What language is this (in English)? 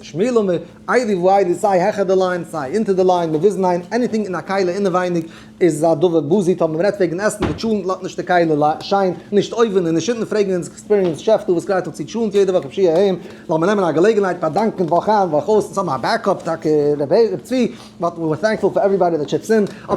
Yiddish